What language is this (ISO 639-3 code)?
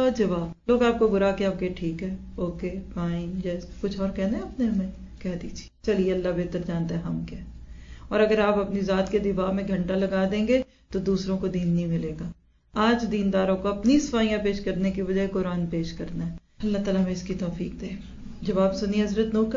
urd